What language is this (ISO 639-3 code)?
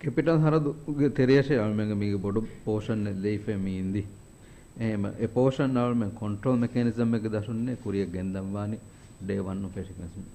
div